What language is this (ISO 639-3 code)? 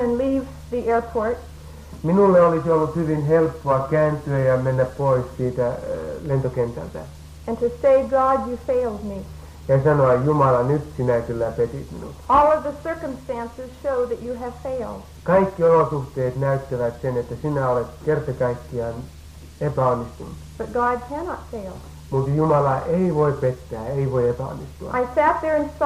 fin